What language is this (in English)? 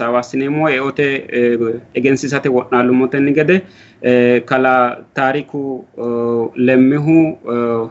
Sidamo